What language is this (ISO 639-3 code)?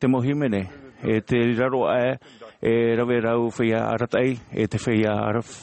tah